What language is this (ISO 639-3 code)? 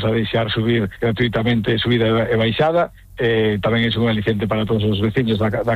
glg